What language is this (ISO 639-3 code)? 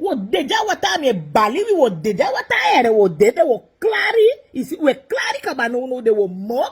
srn